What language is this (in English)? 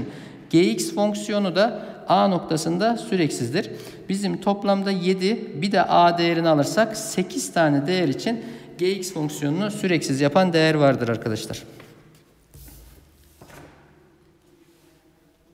Turkish